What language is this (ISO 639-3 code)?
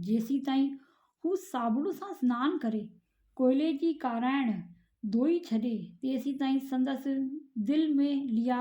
snd